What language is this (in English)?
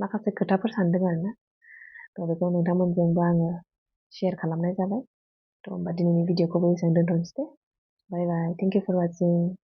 Bodo